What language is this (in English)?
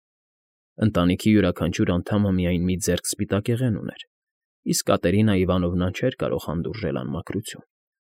Armenian